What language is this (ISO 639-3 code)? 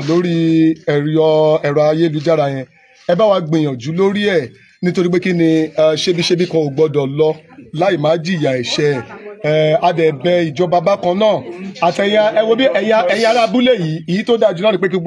yor